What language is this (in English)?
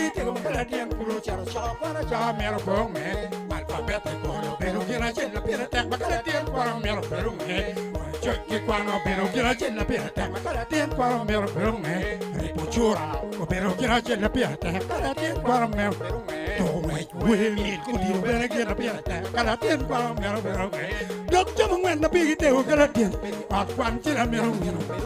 Acoli